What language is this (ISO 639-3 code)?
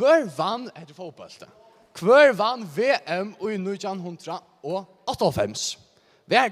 fao